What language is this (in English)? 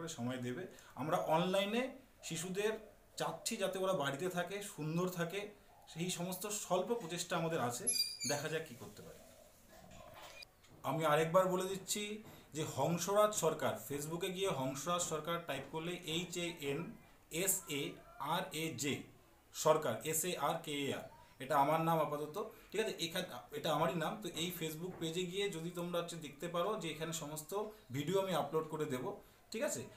Bangla